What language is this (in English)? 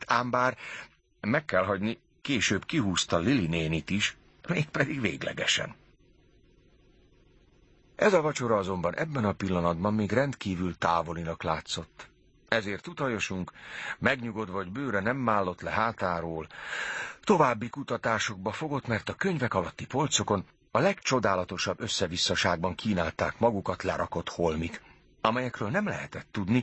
Hungarian